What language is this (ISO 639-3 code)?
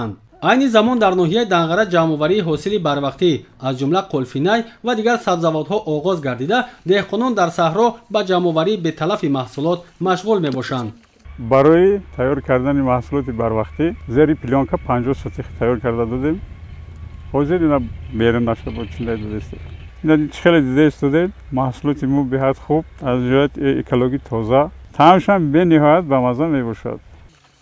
tgk